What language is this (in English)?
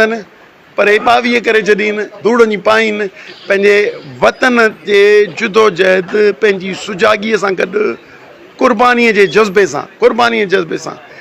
Sindhi